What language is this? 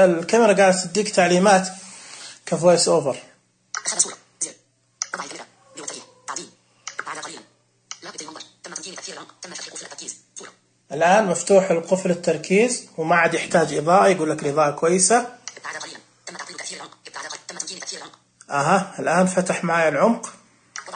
Najdi Arabic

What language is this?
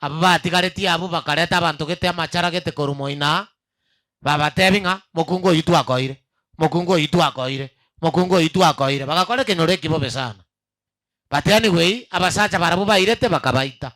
Gusii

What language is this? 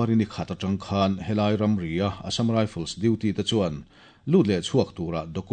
Mizo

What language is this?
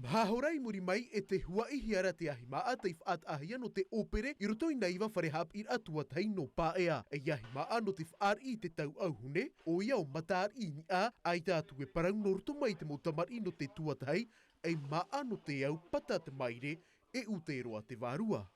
Tahitian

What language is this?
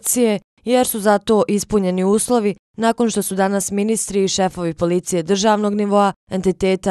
Bosnian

